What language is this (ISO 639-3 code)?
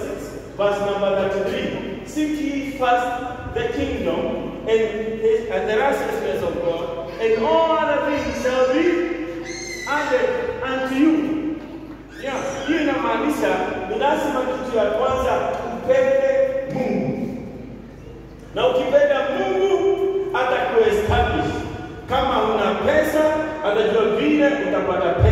swa